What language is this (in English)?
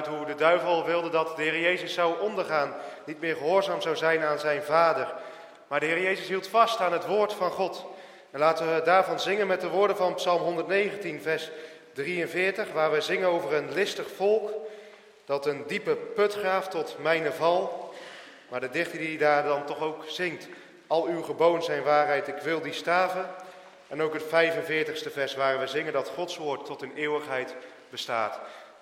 Dutch